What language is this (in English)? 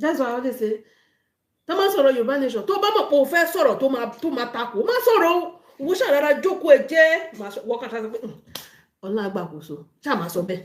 Yoruba